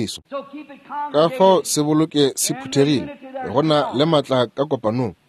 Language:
Northern Sotho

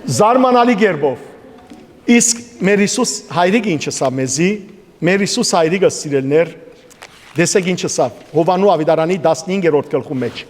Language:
Western Armenian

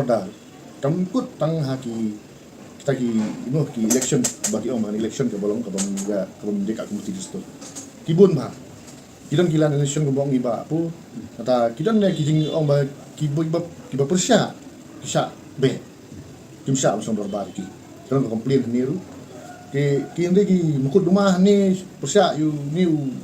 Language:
Khasi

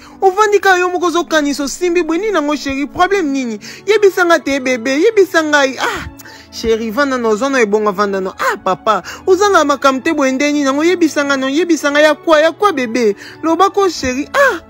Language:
Lingala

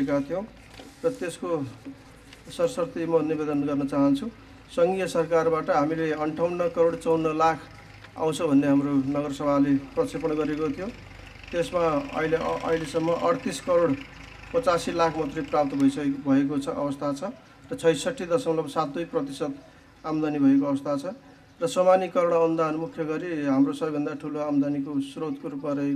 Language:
Nepali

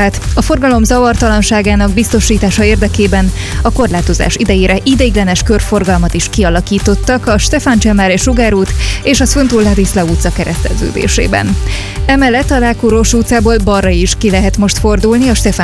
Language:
Hungarian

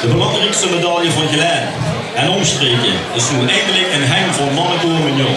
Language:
Limburgish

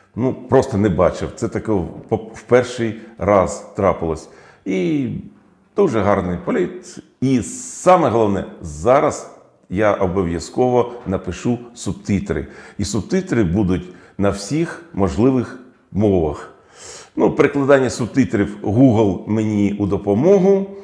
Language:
Ukrainian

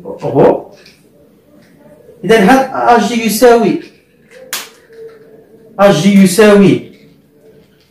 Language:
Arabic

